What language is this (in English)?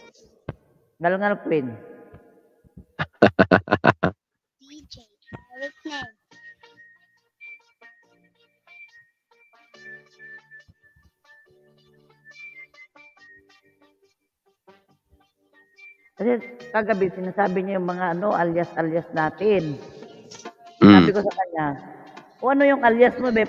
Filipino